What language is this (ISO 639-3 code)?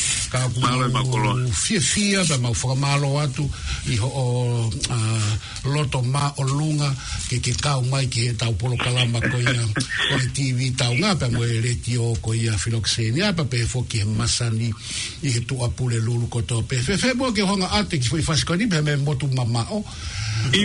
ton